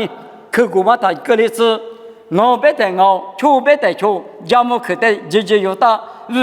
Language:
Lisu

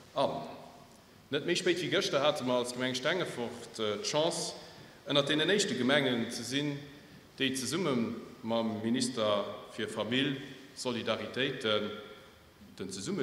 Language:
Luxembourgish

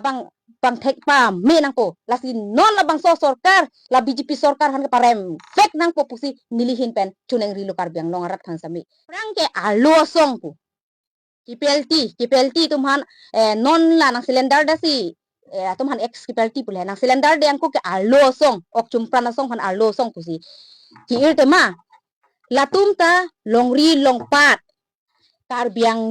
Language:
Karbi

